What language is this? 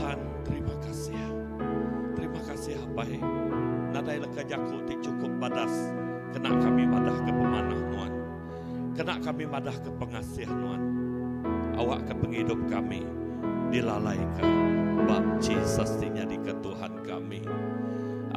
Iban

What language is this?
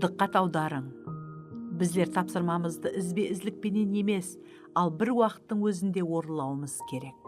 Kara-Kalpak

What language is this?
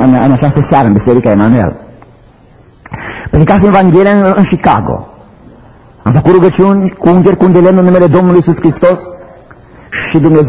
Romanian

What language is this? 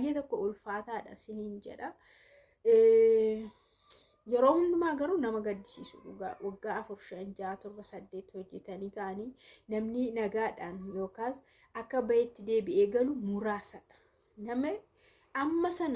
Oromo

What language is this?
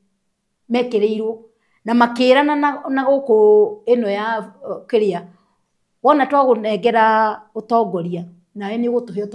Kikuyu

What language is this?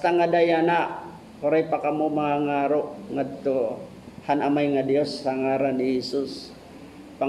Waray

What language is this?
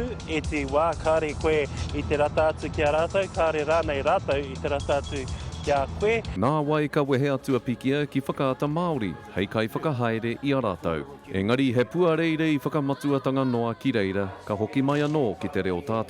Māori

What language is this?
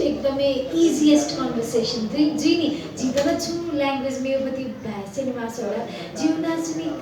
Newari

